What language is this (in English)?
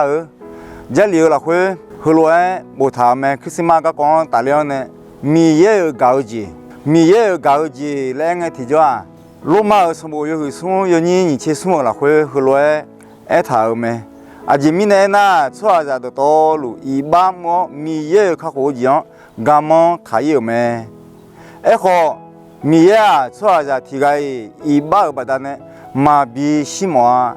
Akha